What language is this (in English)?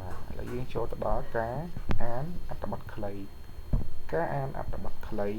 Khmer